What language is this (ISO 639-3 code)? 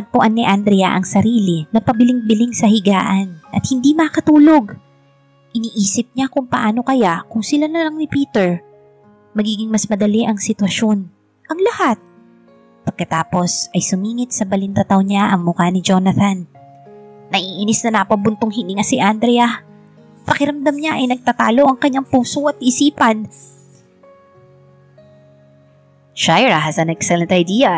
fil